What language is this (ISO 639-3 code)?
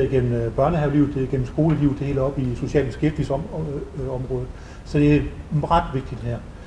dan